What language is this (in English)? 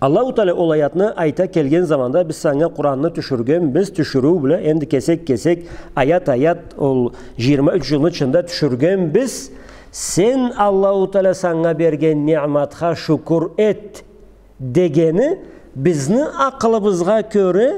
Karachay-Balkar